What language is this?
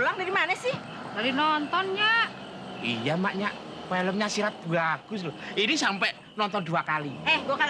Betawi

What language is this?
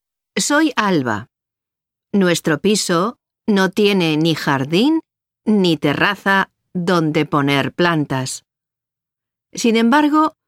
Spanish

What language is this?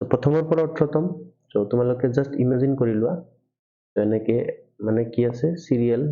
Assamese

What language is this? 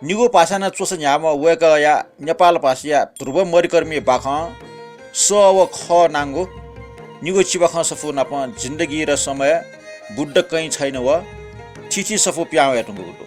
Newari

